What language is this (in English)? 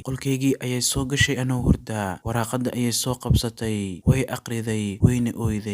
Somali